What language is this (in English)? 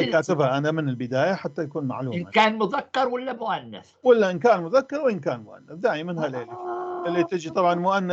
North Levantine Arabic